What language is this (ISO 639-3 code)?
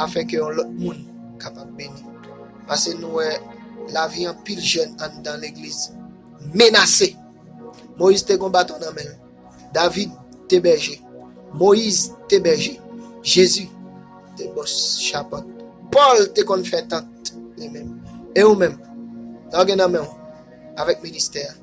hat